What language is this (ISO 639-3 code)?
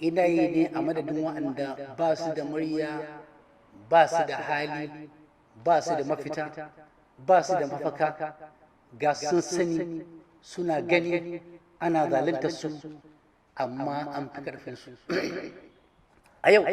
hau